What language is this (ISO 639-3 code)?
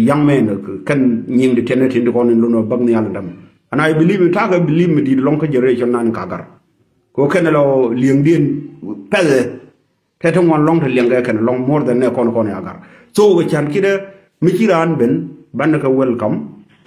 nus